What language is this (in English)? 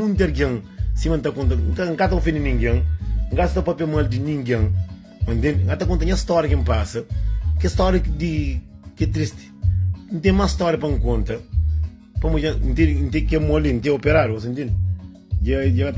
Kabuverdianu